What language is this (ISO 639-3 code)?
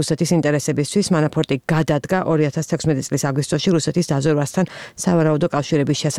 kat